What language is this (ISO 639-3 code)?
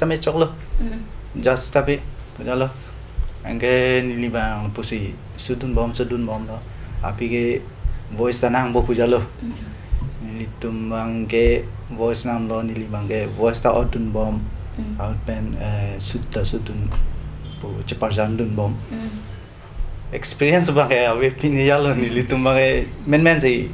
mjw